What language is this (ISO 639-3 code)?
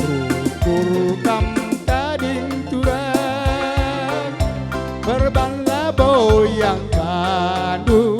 btx